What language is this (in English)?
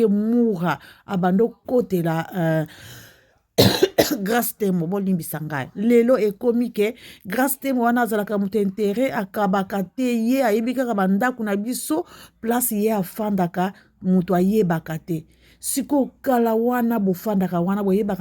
Lingala